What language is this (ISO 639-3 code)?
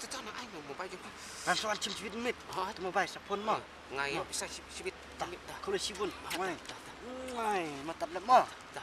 kha